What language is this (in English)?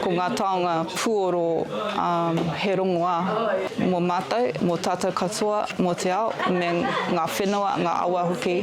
Māori